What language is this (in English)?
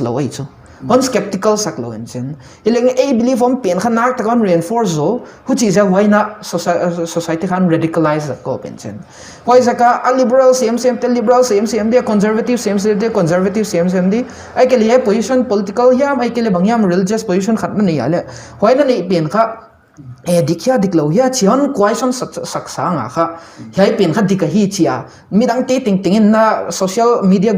Paite Chin